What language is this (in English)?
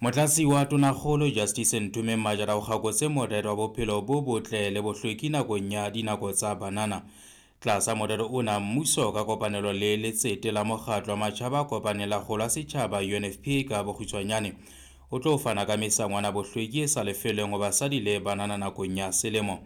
Southern Sotho